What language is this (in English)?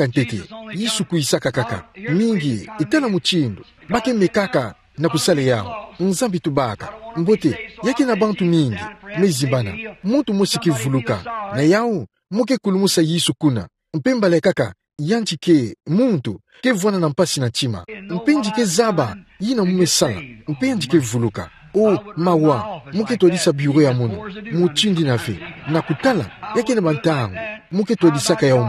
Kituba (Democratic Republic of Congo)